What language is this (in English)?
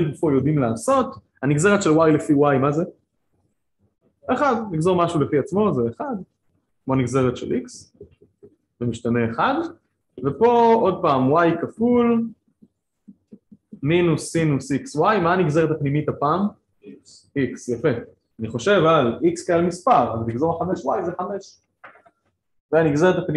Hebrew